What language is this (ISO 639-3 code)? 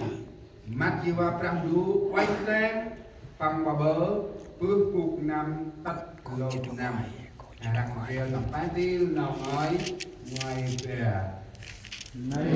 cmo